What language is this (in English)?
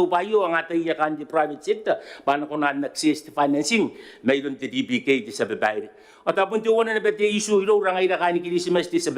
Gilbertese